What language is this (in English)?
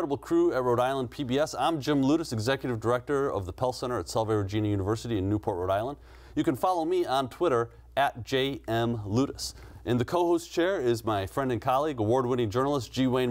English